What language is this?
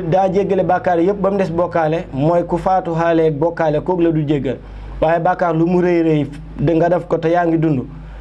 Wolof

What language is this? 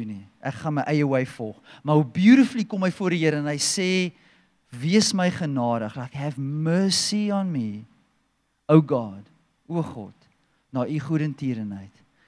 Afrikaans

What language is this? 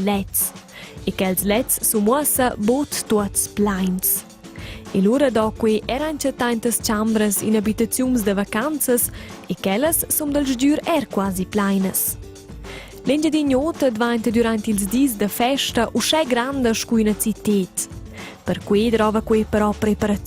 Romansh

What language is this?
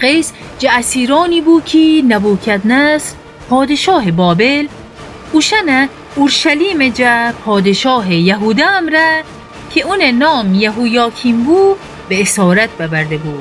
Gilaki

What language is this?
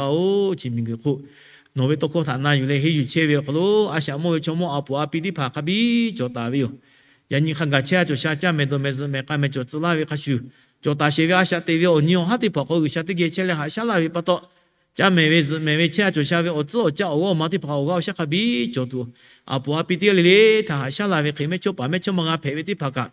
Lahu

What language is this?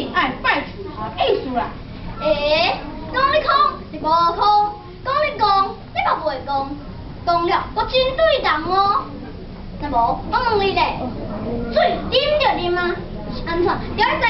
Min Nan Chinese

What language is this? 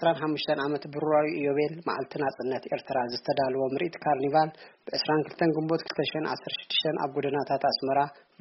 Tigrinya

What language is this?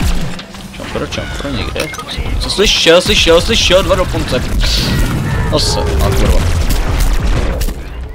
Czech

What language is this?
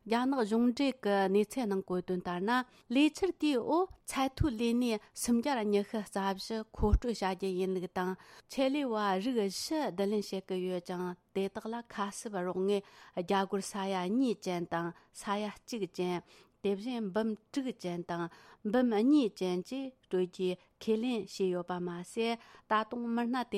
Tibetan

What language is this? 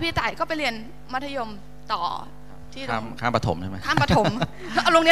Thai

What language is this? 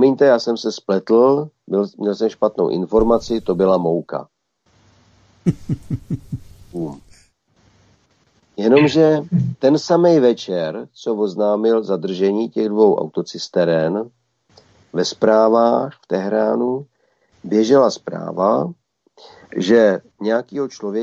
Czech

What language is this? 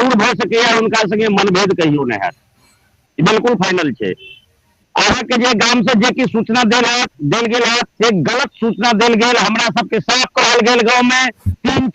Maithili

